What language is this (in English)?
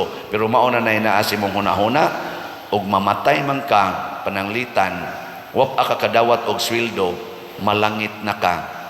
Cebuano